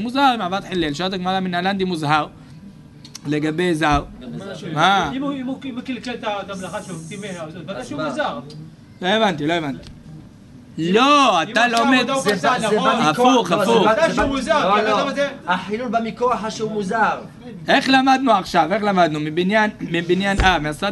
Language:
Hebrew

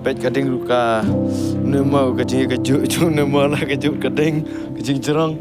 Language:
Khasi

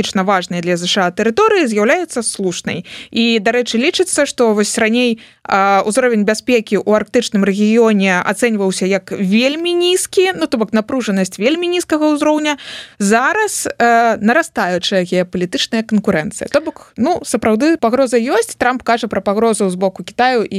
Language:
Belarusian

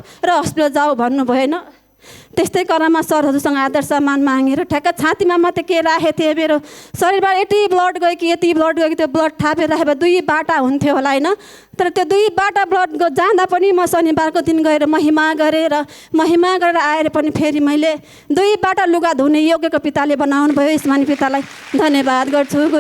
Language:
Nepali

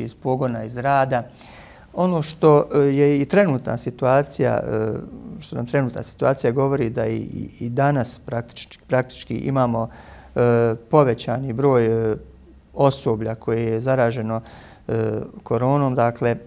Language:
Bosnian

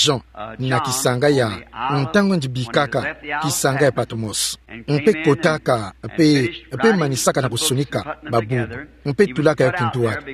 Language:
Kituba (Democratic Republic of Congo)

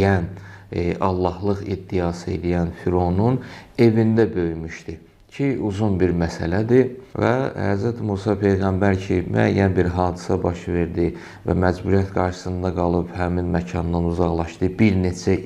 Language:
Azerbaijani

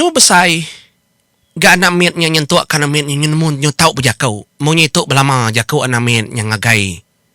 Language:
Iban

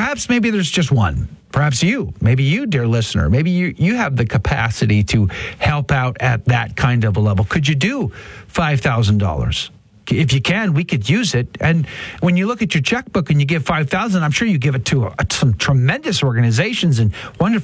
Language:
English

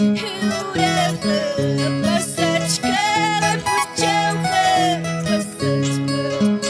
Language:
Ayacucho Quechua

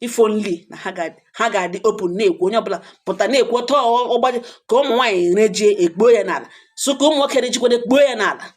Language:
Igbo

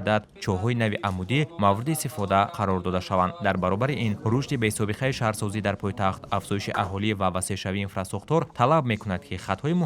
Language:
Tajik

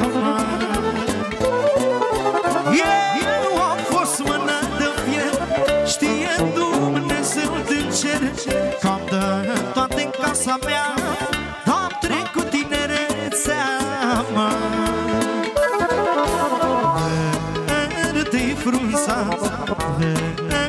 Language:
Romanian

